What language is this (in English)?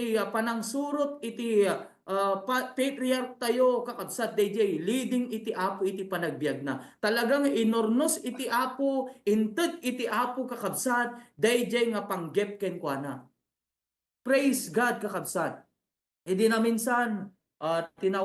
Iloko